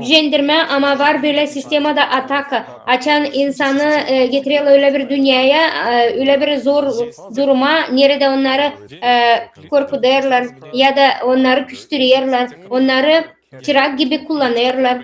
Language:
Gagauz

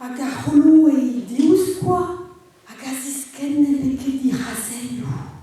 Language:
Breton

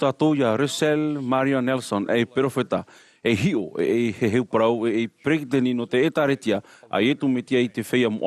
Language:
Tahitian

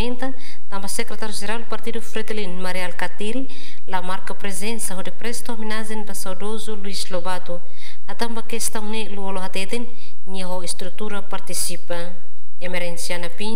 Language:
Tetum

